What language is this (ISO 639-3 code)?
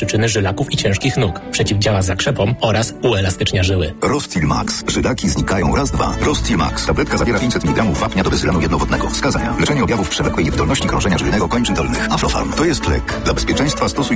pol